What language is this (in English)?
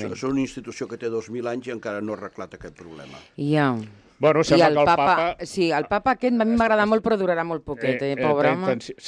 Catalan